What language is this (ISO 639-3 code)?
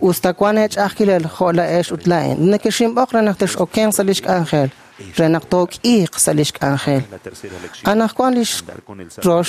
kek